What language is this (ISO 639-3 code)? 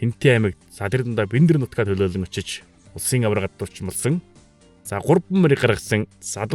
mon